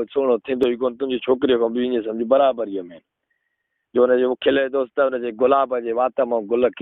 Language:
Sindhi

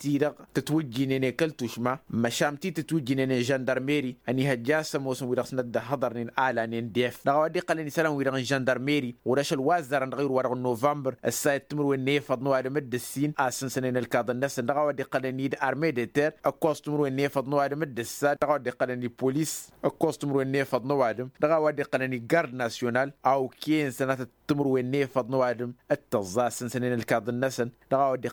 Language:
Tamasheq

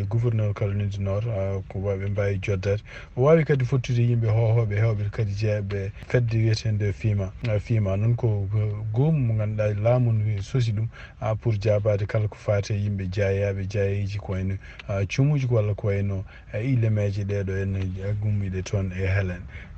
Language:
Fula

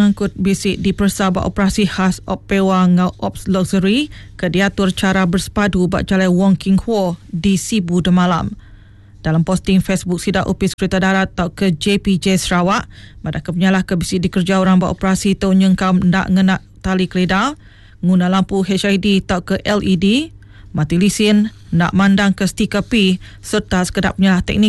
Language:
Iban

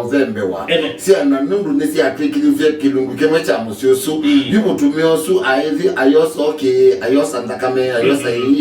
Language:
Kamba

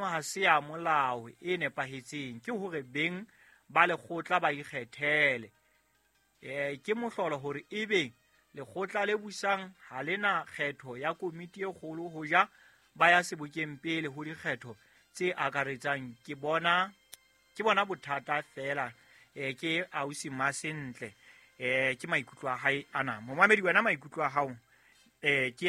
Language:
Southern Sotho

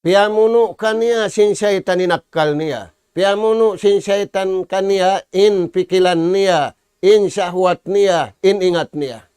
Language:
Tausug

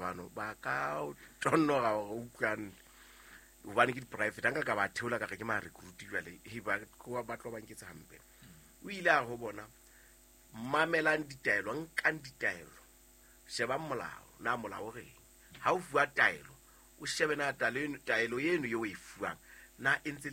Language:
Southern Sotho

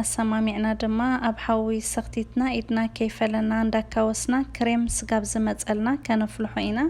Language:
Tigrinya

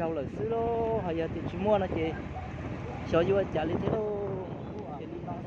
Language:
Hmong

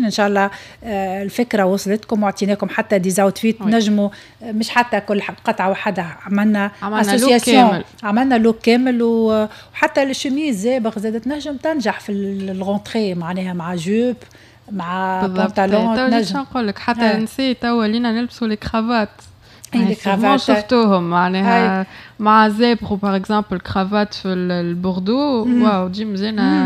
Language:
Tunisian Arabic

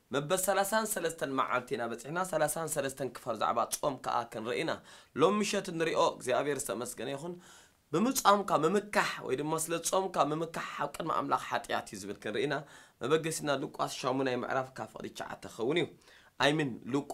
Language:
Tigrinya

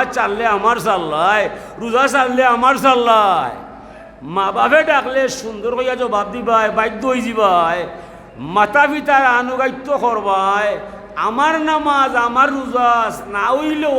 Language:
Sylheti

